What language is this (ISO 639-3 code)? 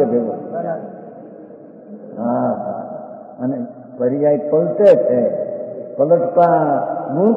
guj